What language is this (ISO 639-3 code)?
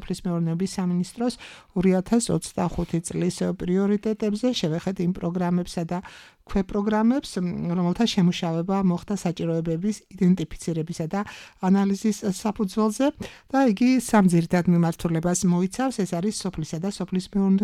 kat